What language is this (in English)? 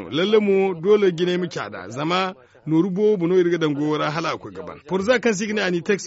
Zarma